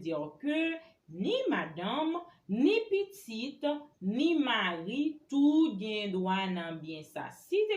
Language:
Haitian Creole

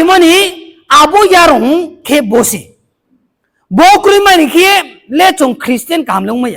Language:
Riang (India)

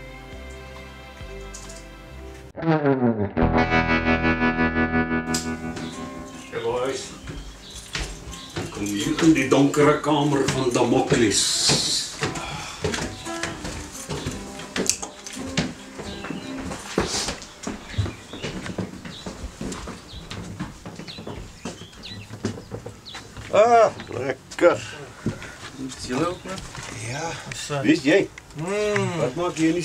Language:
Afrikaans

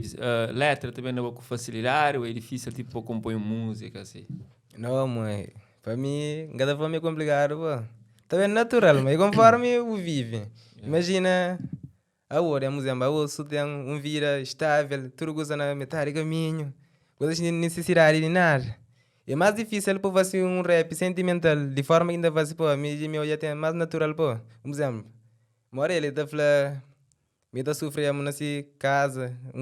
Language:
Kabuverdianu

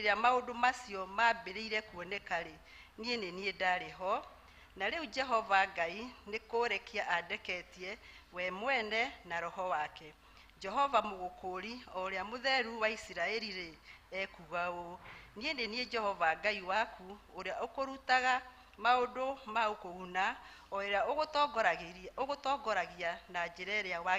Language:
Kikuyu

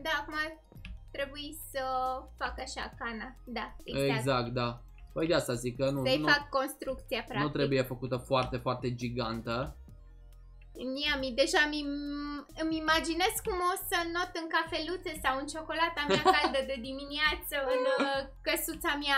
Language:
Romanian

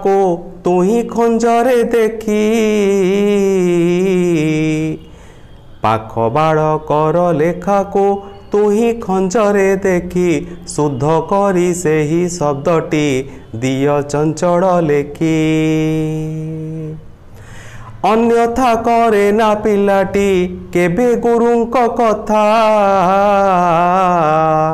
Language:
Odia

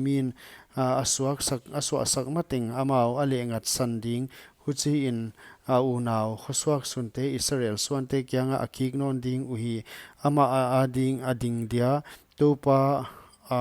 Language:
Paite Chin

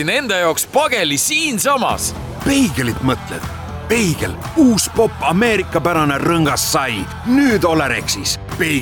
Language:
Estonian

